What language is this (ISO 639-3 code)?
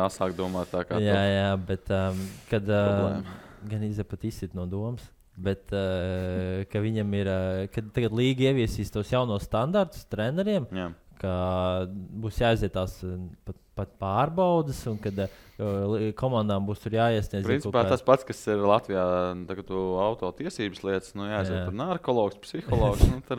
lav